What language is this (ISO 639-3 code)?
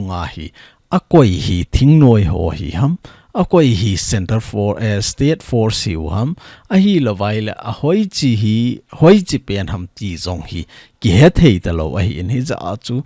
tcz